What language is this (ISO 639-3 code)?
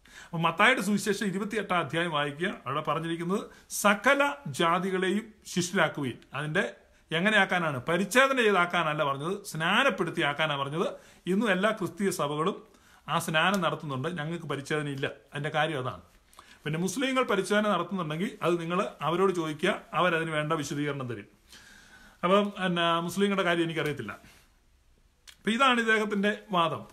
mal